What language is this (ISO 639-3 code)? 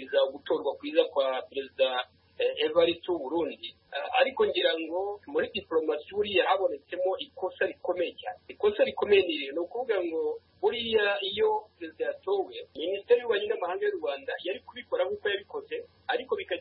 kin